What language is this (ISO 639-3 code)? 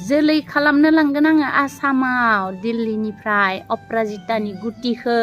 brx